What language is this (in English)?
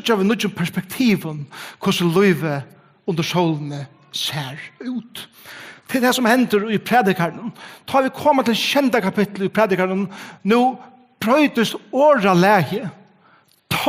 Faroese